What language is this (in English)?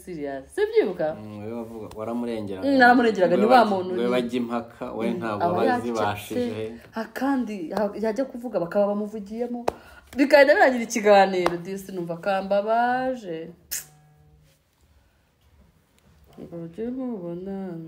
Kinyarwanda